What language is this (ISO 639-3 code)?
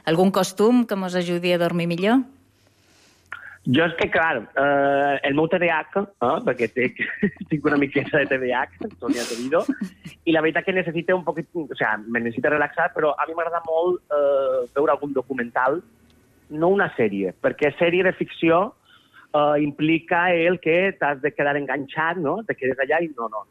cat